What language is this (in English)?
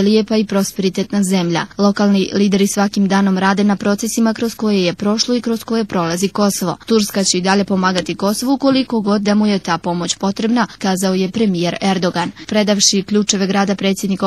Bosnian